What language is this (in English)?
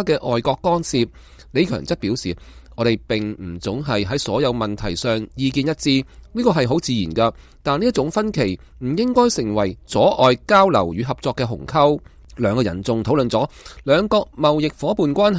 Cantonese